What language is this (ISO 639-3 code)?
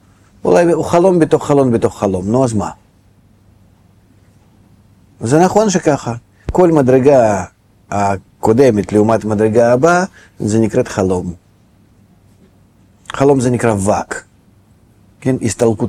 heb